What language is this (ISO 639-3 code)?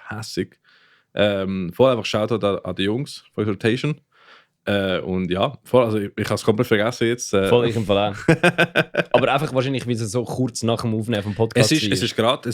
gsw